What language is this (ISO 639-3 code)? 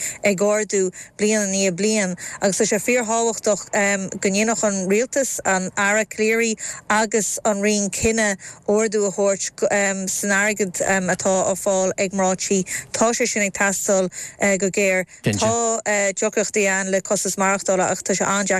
gle